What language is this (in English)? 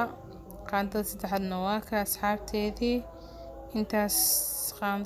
Somali